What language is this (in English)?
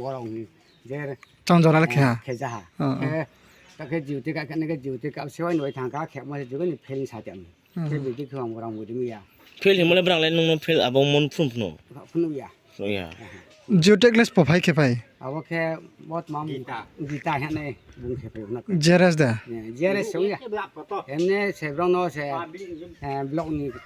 Riang (India)